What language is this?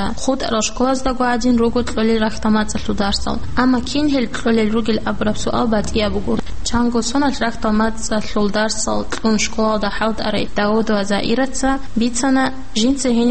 Avaric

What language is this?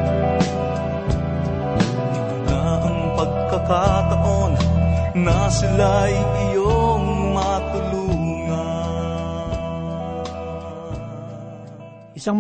Filipino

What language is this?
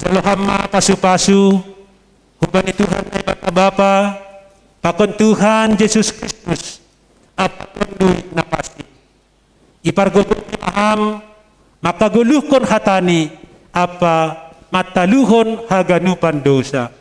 Batak Simalungun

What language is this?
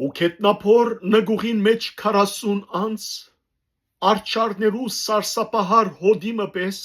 Western Armenian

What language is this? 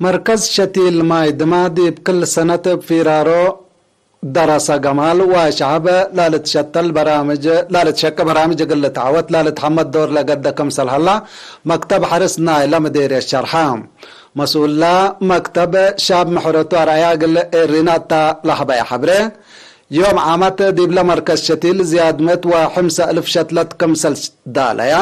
Tigre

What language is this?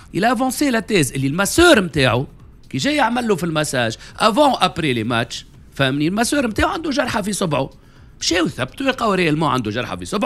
Tunisian Arabic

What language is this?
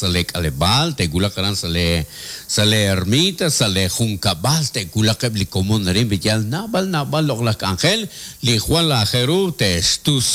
Kekchí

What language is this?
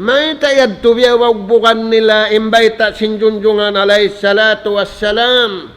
Tausug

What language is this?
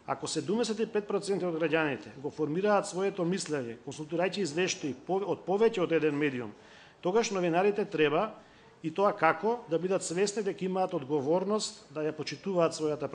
Macedonian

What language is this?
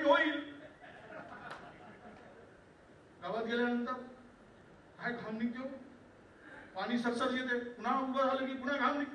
Marathi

